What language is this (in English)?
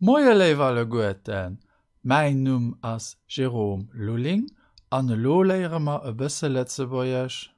Luxembourgish